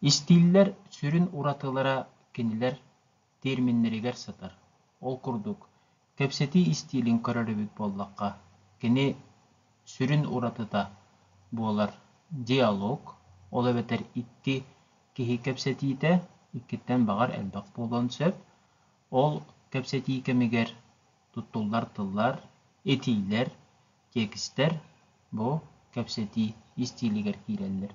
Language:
Yakut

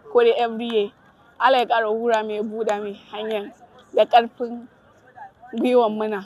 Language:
Hausa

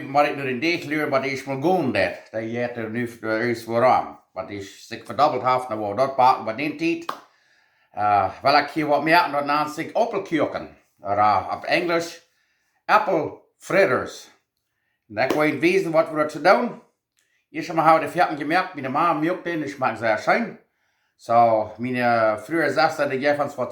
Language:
Plautdietsch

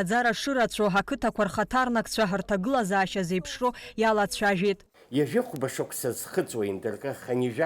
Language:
Abkhazian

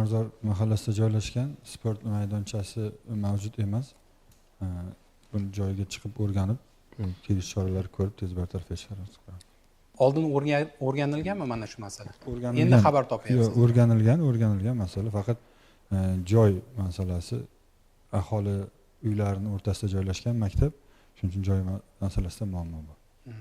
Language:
Uzbek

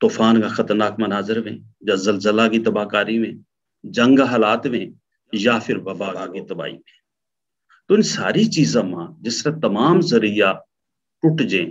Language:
Gujari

